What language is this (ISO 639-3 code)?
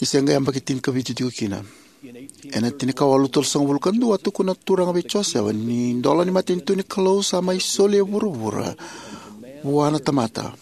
fij